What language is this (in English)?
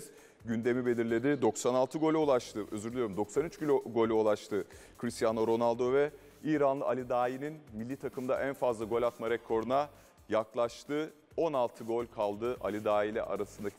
Turkish